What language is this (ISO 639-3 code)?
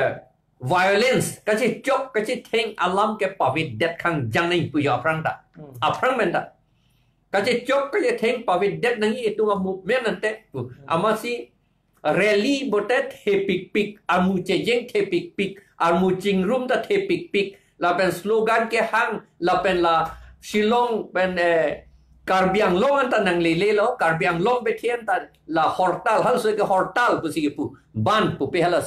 mjw